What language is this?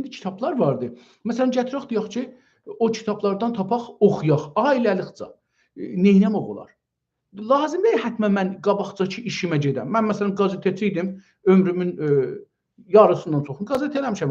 South Azerbaijani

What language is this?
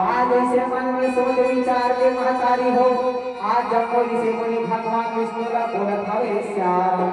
Chhattisgarhi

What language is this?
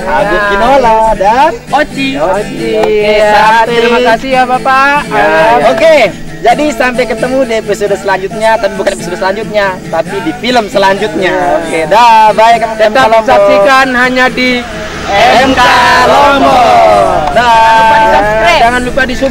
Sasak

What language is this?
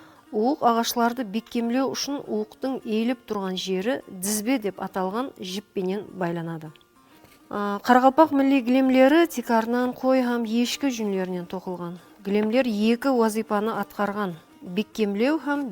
Kara-Kalpak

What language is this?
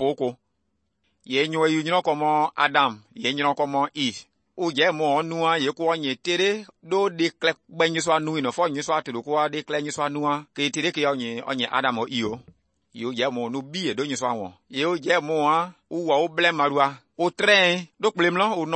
Somali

